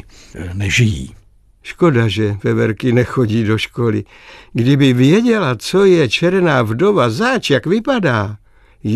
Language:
Czech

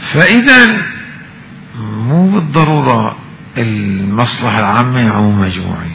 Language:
Mesopotamian Arabic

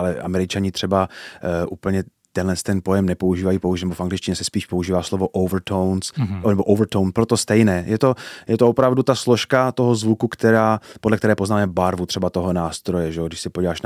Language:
Czech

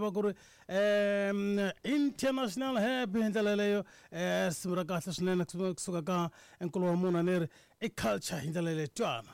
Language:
Tsonga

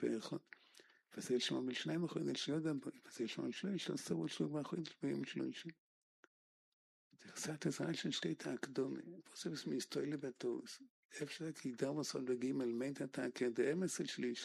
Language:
Hebrew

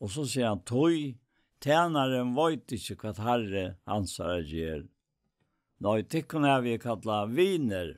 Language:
Faroese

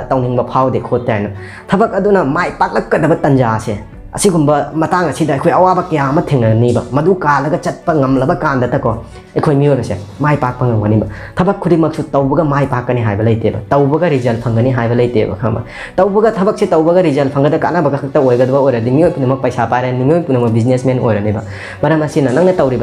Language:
Manipuri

